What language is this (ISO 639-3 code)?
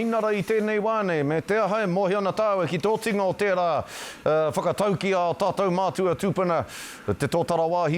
mri